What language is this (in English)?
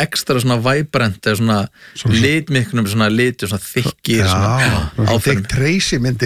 Icelandic